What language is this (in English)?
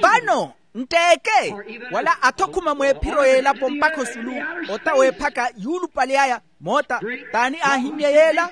Makhuwa